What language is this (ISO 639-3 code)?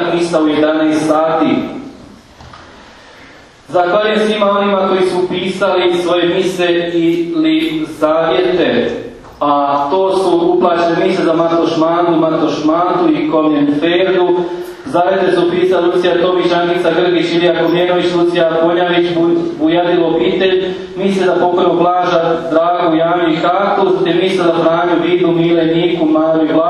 hrv